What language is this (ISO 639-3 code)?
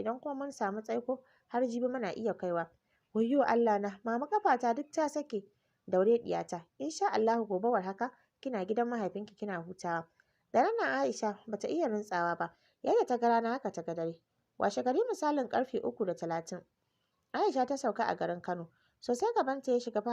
hau